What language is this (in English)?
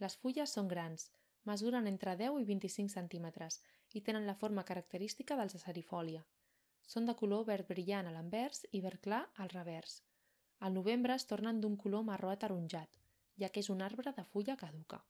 Catalan